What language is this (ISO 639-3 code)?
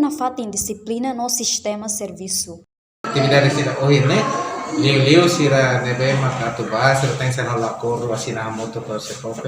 tet